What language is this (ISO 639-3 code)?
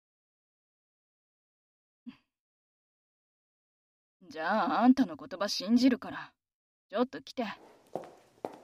jpn